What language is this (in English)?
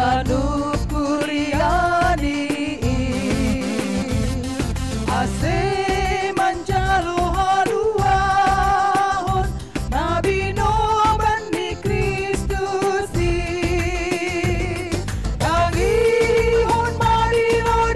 Batak Simalungun